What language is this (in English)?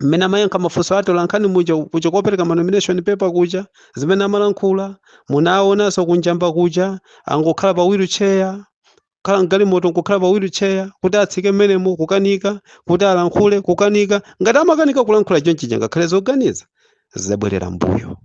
Nyanja